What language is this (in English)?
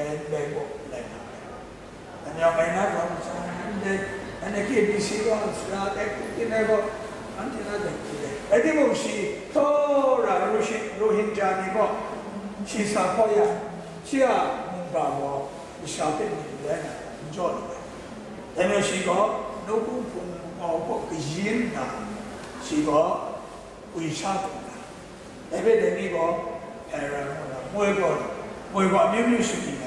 Kachin